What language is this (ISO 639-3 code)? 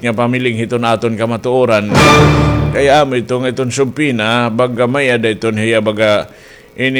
war